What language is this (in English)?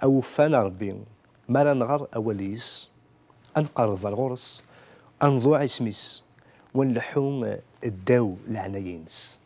Kabyle